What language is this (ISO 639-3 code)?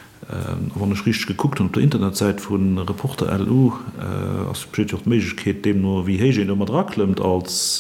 ltz